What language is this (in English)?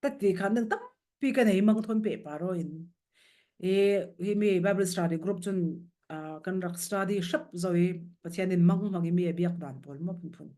Falam Chin